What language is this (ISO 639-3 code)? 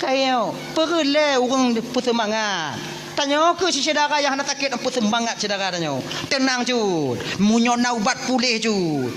ace